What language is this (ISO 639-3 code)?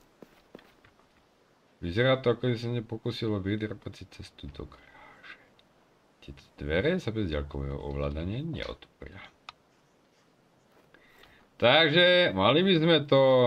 slk